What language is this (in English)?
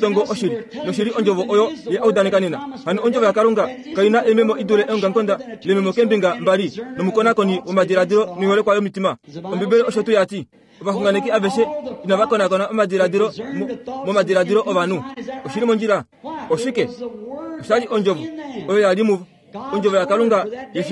Kuanyama